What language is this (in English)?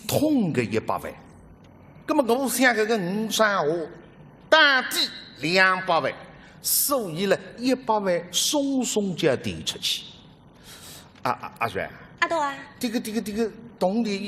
Wu Chinese